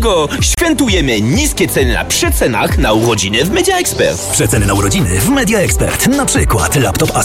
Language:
Polish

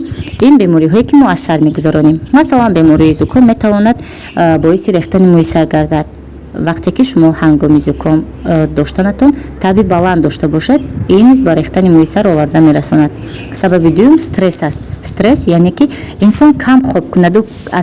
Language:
Tajik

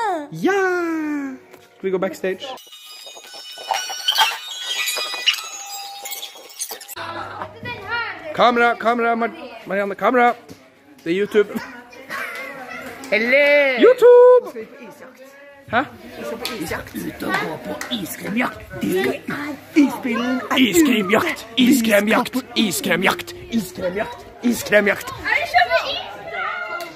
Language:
Norwegian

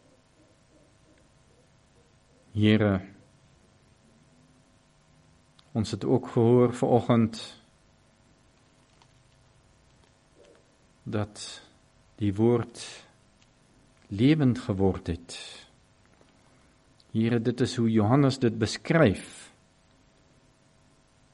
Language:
Afrikaans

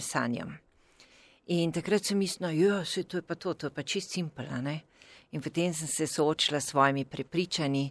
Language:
Slovenian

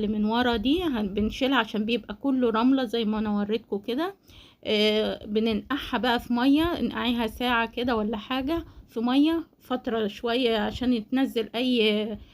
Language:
Egyptian Arabic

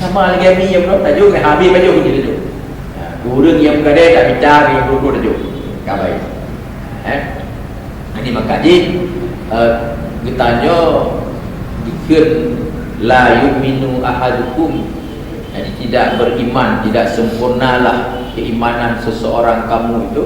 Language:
Achinese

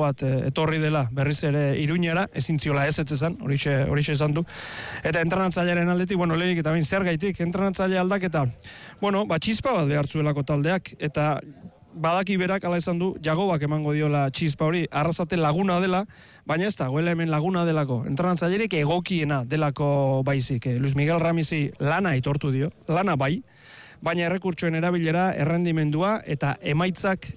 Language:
Basque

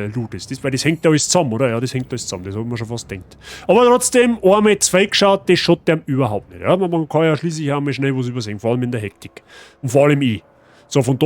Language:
Bavarian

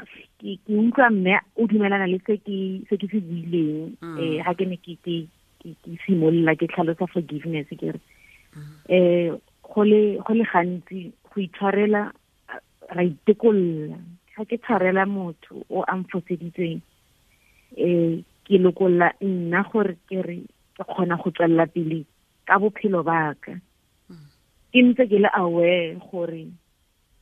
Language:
Tswana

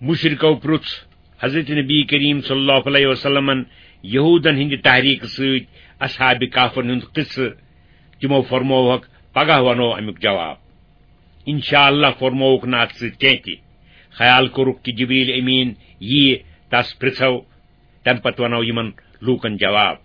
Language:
Kashmiri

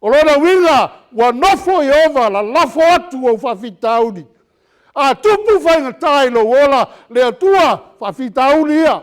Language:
Samoan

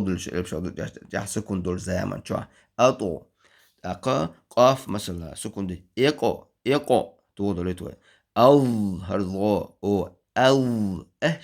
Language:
Chechen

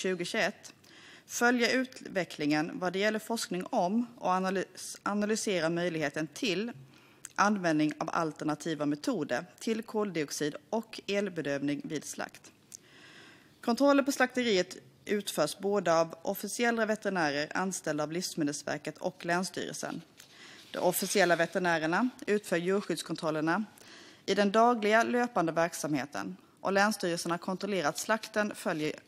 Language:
Swedish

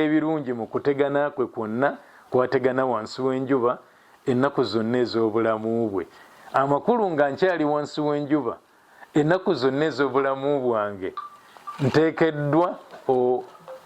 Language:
Ganda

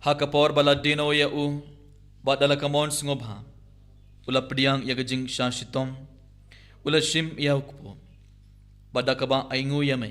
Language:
Khasi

